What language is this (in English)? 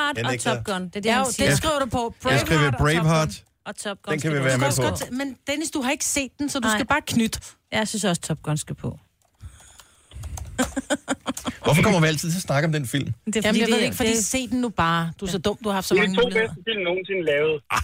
Danish